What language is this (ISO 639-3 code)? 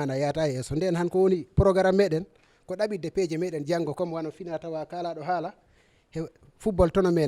ful